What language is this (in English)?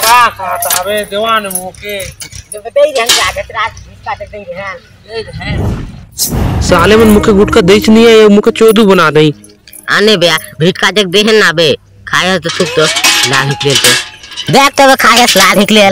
Chhattisgarhi